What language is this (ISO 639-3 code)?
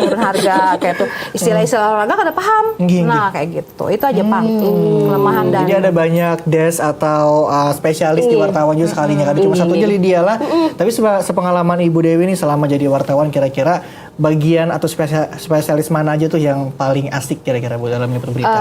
bjn